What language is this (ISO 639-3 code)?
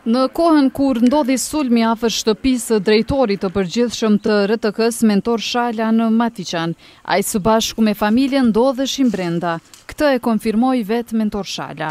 sqi